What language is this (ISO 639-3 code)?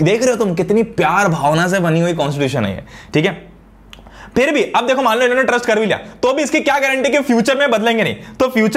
hin